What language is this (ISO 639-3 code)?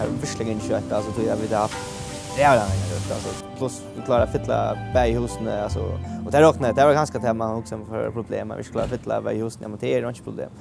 fao